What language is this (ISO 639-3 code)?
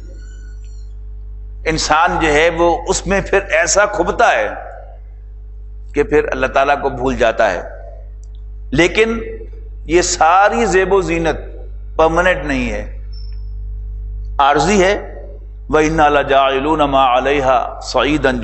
urd